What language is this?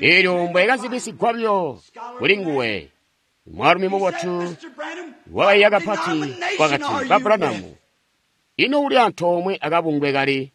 Tonga (Zambia)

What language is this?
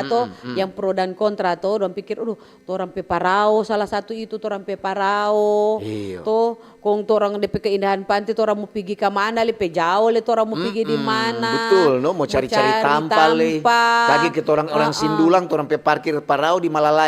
Manado Malay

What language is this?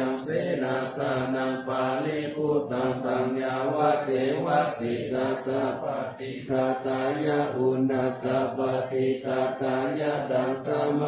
Pali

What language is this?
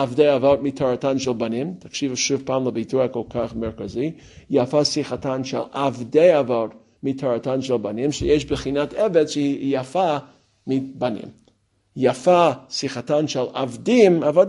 Hebrew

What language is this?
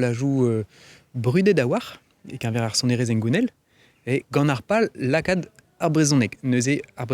Breton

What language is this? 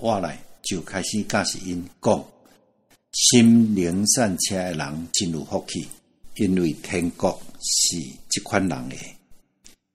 Min Nan Chinese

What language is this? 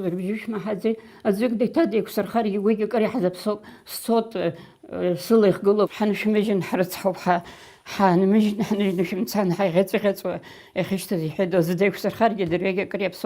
Abkhazian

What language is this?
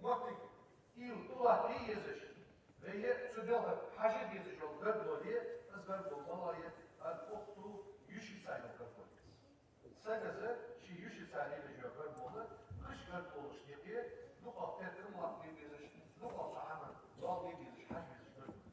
Ingush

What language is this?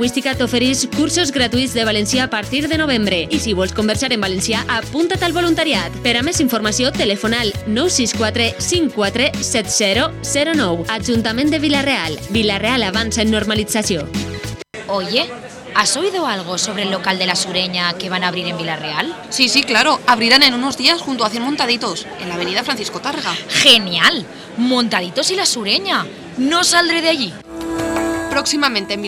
Catalan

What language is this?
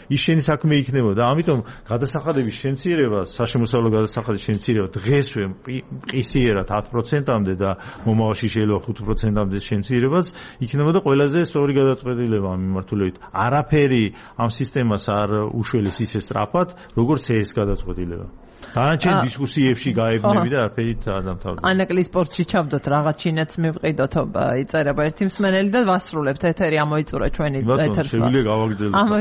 Georgian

